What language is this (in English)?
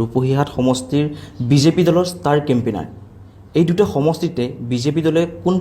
Assamese